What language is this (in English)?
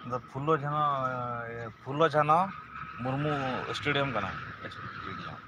Santali